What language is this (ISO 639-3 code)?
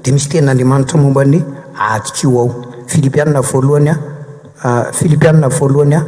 mlg